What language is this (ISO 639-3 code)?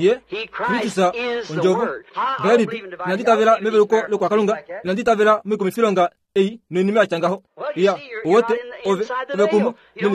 kua